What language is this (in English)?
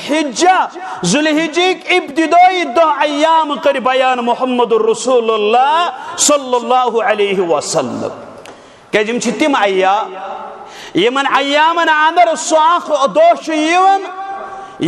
Kashmiri